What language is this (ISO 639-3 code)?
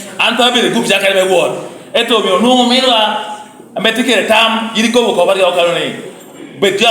laj